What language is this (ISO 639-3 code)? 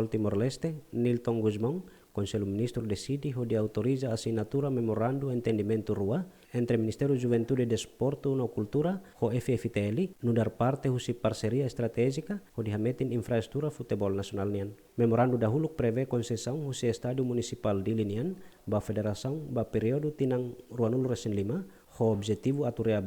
tet